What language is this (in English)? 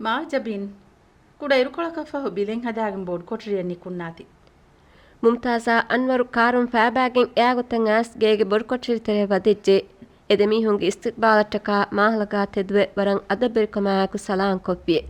Divehi